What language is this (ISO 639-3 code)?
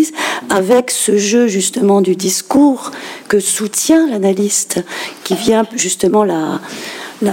fra